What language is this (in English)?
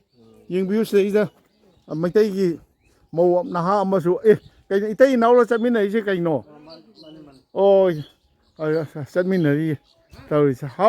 Manipuri